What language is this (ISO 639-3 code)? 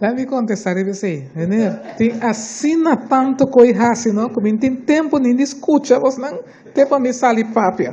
pap